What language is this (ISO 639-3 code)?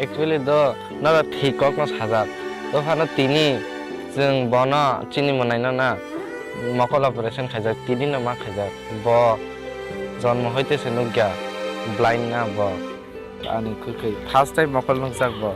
trp